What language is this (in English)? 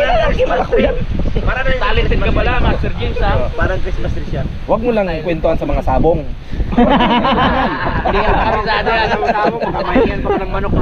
Filipino